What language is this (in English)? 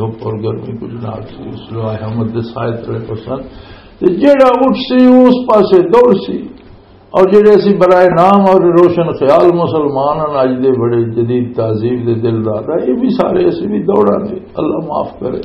Western Panjabi